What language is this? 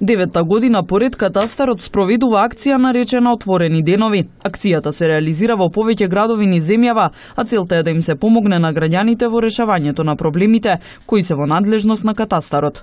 Macedonian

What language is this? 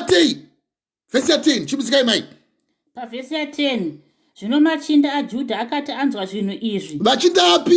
Shona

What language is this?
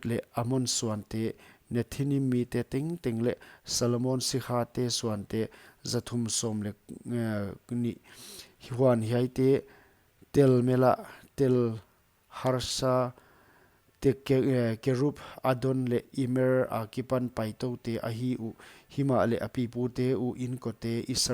Paite Chin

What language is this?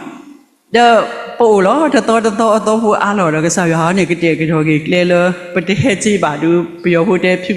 S'gaw Karen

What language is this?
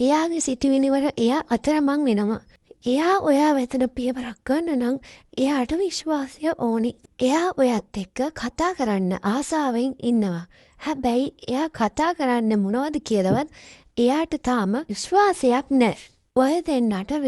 Sinhala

